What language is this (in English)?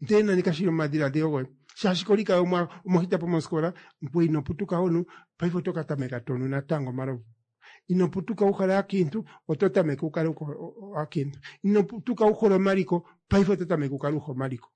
Kuanyama